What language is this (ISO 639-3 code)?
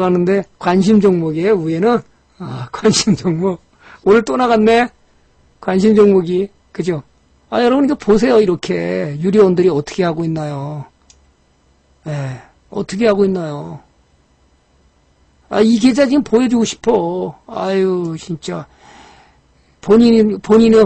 kor